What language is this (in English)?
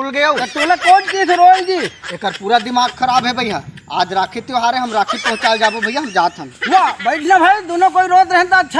Chhattisgarhi